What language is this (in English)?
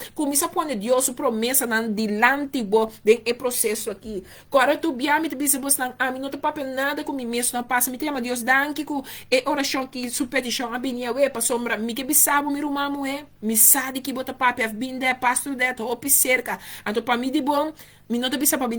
Papiamento